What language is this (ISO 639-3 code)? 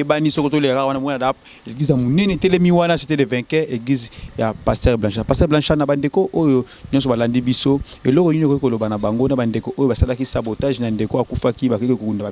lin